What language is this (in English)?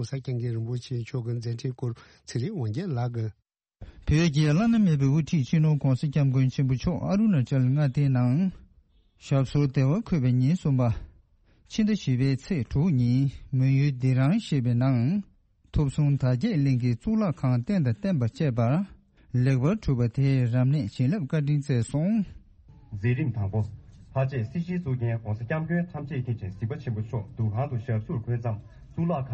Tibetan